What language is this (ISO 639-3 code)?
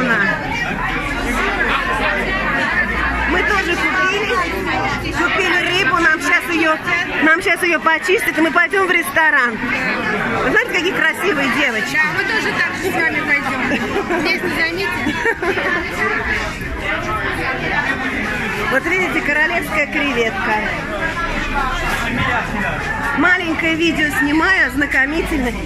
rus